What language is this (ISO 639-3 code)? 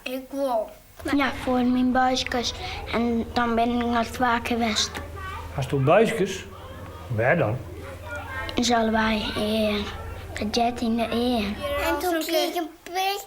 fry